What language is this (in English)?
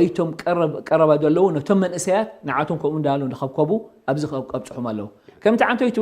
Tigrinya